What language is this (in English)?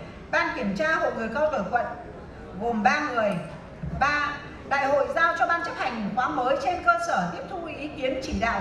Vietnamese